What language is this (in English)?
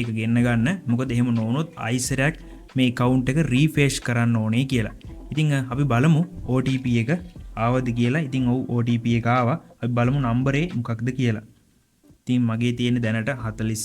Sinhala